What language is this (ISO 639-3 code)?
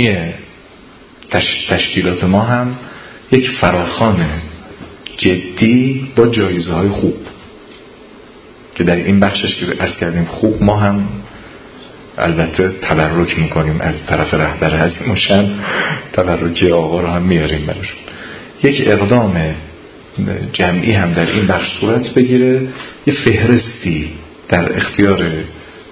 fas